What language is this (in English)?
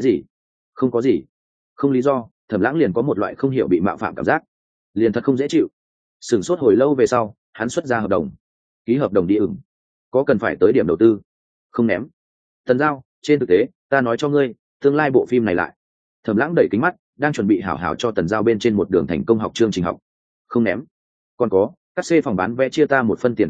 Vietnamese